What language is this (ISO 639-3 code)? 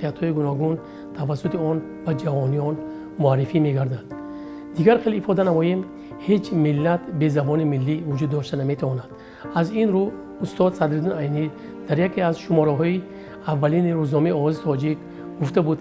tgk